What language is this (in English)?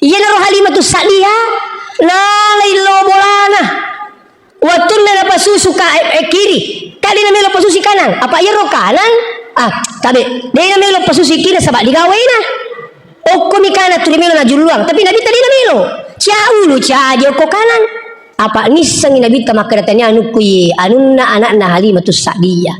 Buginese